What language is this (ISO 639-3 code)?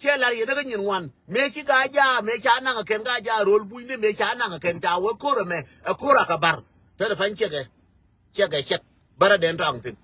nus